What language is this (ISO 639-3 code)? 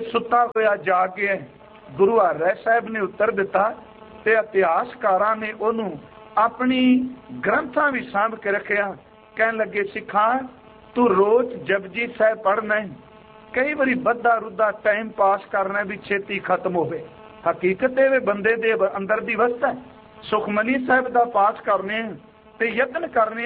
pan